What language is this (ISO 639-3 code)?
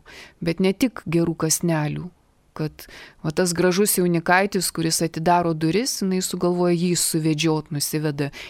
lit